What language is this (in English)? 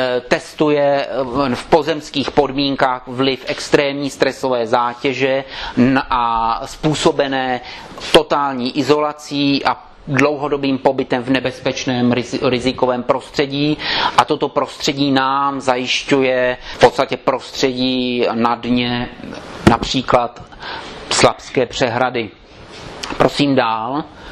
Czech